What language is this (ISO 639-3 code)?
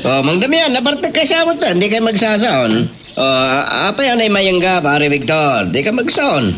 ilo